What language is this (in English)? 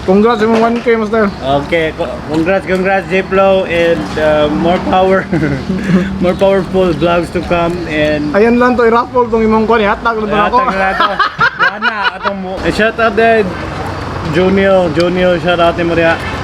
Cebuano